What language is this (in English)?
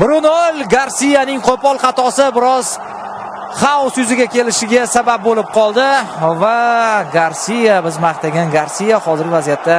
Uzbek